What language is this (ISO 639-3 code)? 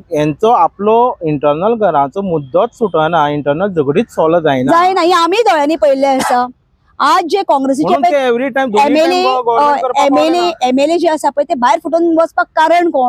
kok